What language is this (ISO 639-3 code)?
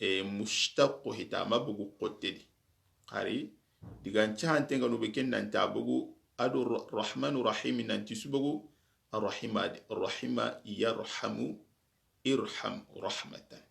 snk